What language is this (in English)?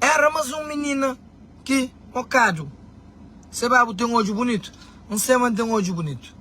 Kabuverdianu